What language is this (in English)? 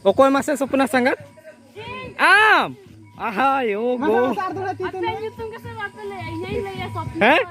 Santali